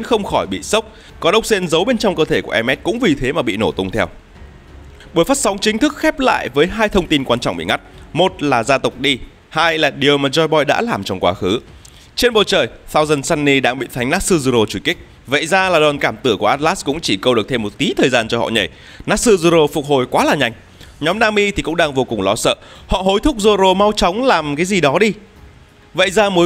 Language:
Vietnamese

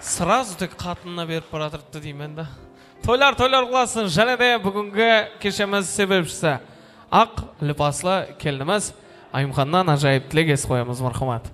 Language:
Kara-Kalpak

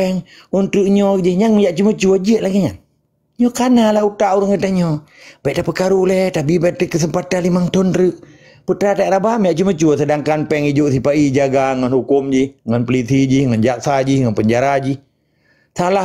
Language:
Achinese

